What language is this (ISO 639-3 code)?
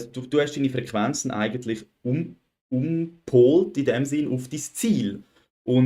gsw